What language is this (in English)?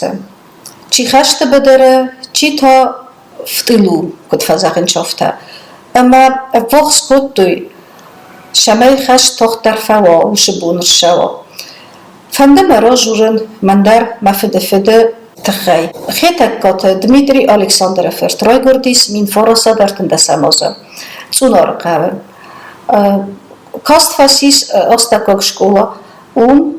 Ossetic